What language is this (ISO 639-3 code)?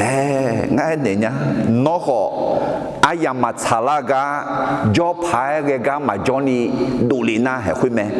ahk